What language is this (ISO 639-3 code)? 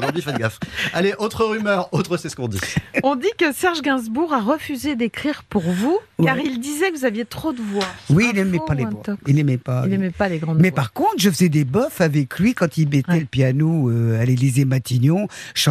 fra